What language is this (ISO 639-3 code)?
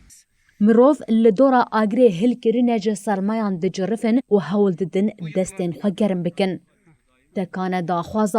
kur